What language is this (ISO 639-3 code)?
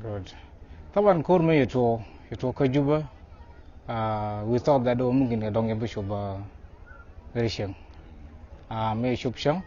nus